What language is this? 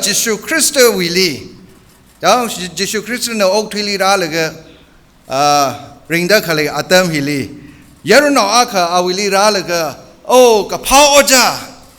Tangkhul Naga (India)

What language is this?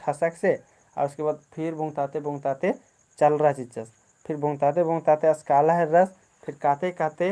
Kurukh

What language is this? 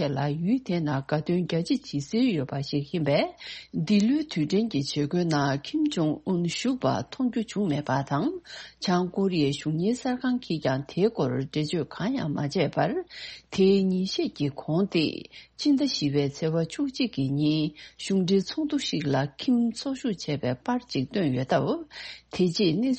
Tibetan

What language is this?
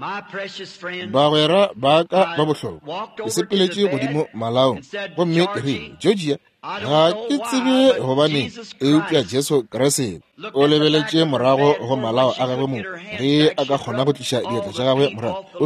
Northern Sotho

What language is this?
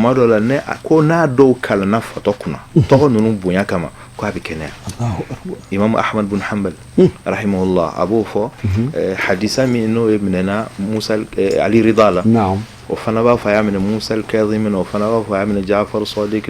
Bambara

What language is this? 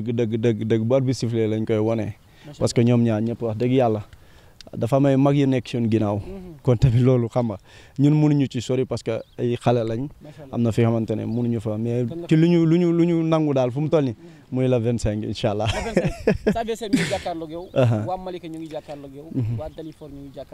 Wolof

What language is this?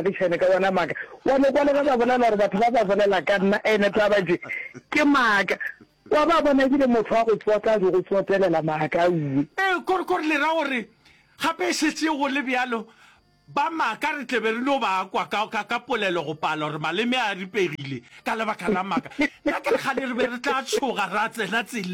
Northern Sotho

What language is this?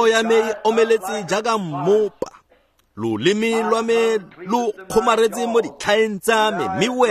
Tswana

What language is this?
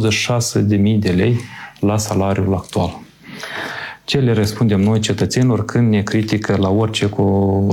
Romanian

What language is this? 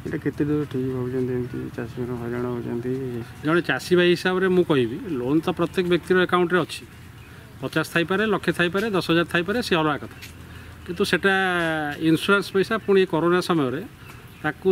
Odia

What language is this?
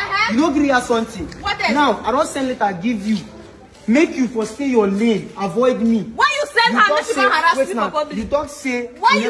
Nigerian Pidgin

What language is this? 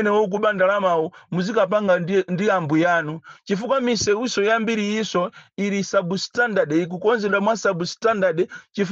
Nyanja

